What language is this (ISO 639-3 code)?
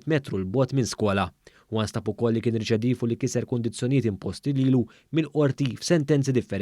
mlt